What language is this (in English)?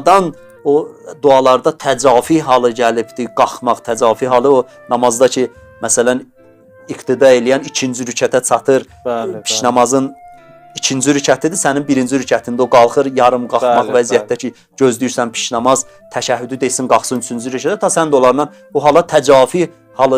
Azerbaijani